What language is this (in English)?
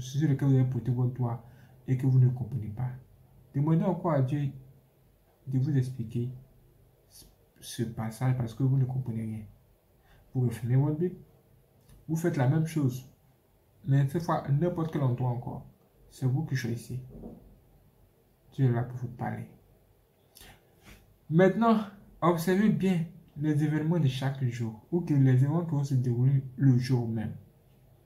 French